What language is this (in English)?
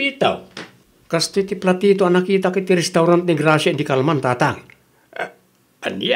Iloko